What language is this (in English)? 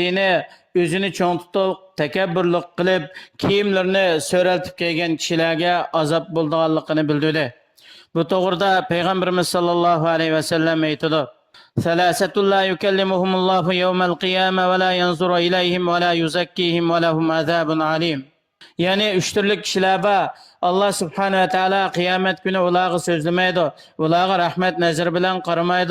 Uyghur